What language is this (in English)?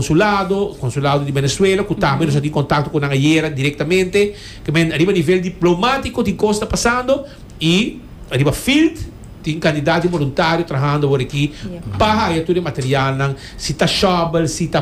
Papiamento